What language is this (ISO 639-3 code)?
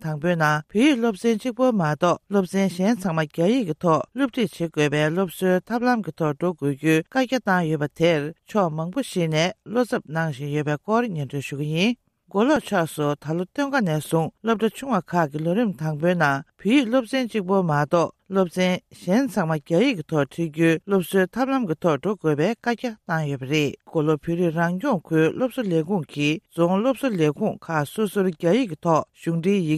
bod